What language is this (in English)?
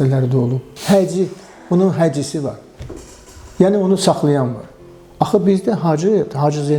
Azerbaijani